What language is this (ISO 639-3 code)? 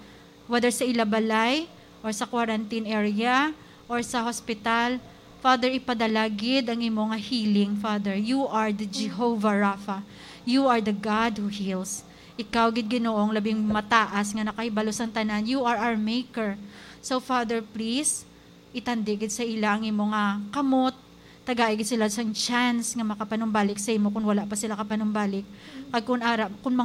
hil